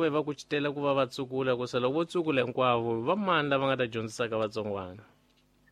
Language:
Tsonga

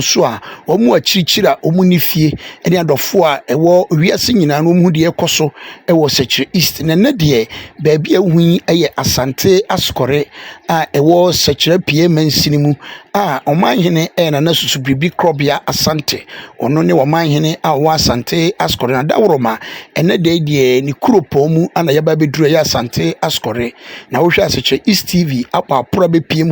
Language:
Akan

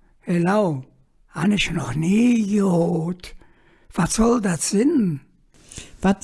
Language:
Colognian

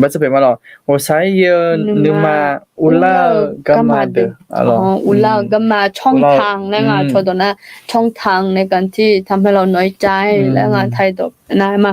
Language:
Akha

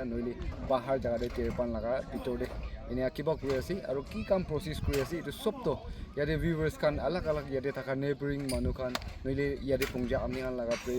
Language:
Naga Pidgin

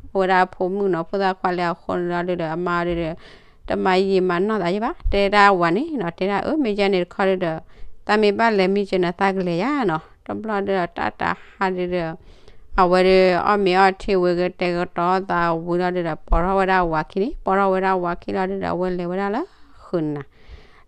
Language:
S'gaw Karen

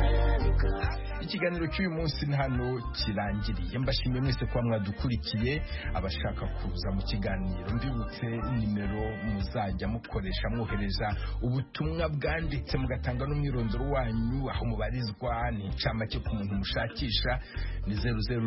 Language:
Kinyarwanda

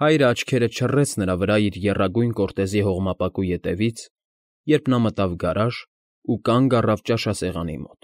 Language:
Armenian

